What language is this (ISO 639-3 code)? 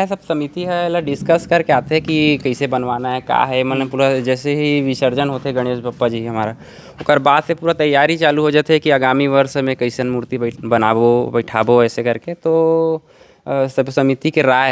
hne